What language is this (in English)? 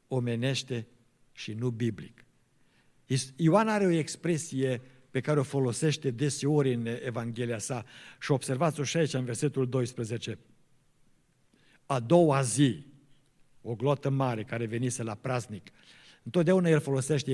Romanian